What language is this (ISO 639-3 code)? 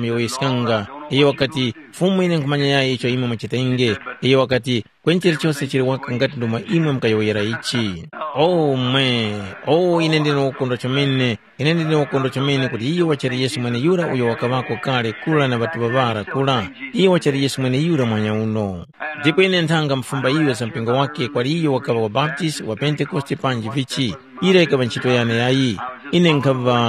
tum